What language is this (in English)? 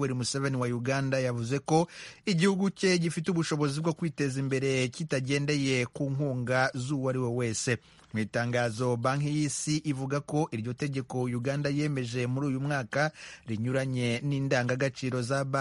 Kinyarwanda